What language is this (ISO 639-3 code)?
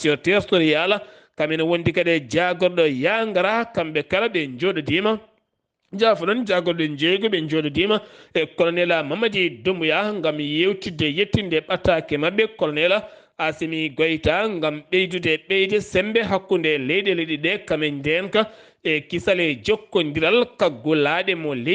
ful